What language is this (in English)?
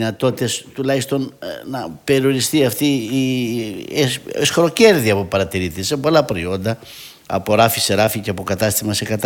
Greek